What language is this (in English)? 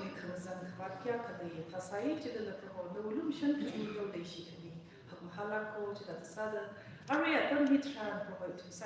Tangkhul Naga (India)